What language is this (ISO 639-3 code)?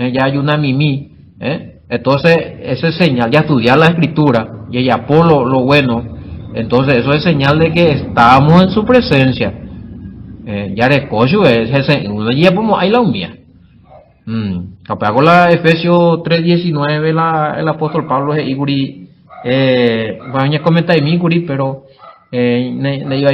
grn